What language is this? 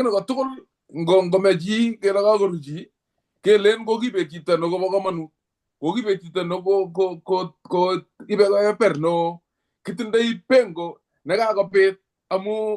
Kalenjin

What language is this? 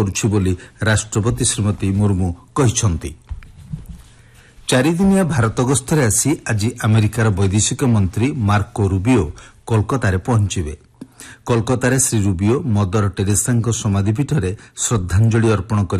Odia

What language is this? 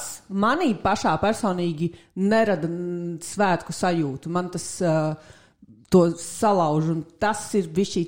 Latvian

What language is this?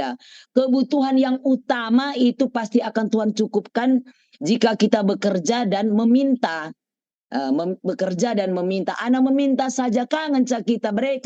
Batak Karo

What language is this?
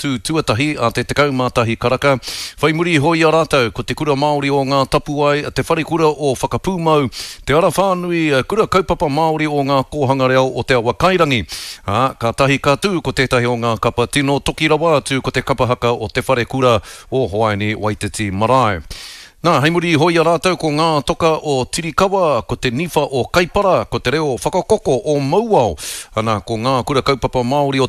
Māori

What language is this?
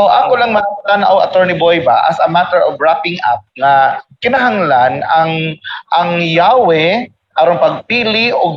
Cebuano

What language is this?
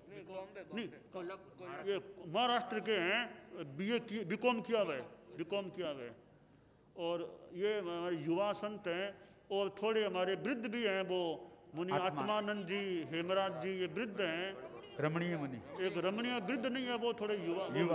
Hindi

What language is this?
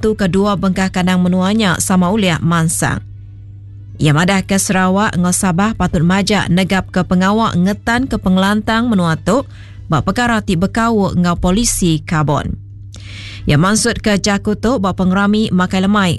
Iban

